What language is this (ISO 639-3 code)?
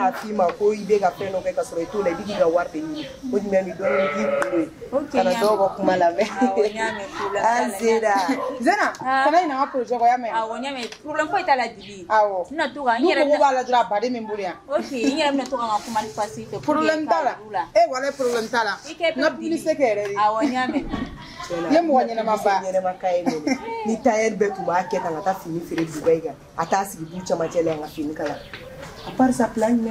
bam